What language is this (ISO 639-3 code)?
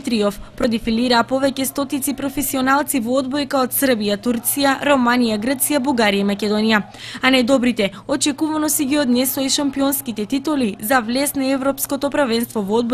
mkd